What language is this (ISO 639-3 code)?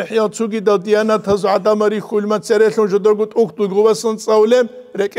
ava